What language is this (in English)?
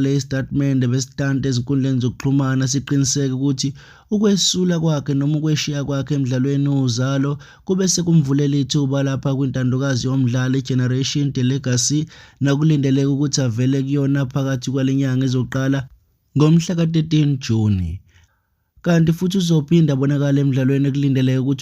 Zulu